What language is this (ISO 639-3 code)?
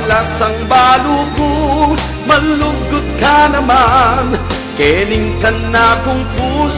pam